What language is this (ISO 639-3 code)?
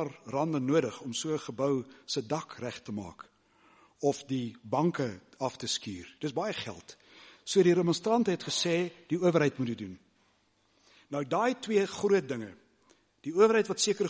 afr